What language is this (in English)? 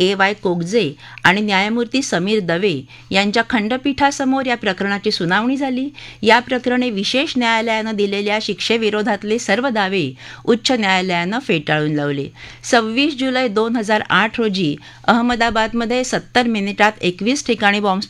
Marathi